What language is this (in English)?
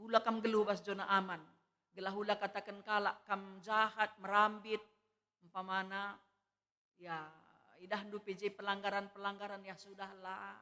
Batak Karo